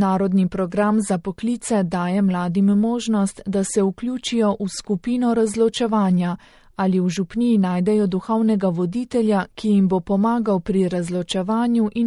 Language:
Slovenian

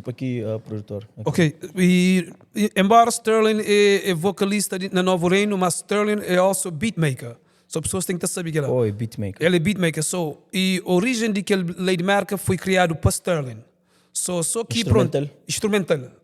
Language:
Kabuverdianu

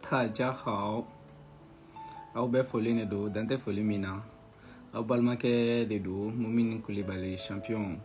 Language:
Bambara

